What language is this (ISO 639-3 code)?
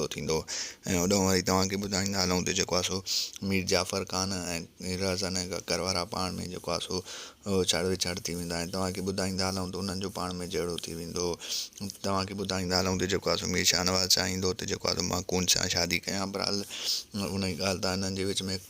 snd